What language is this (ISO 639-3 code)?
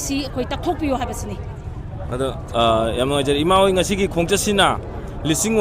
mni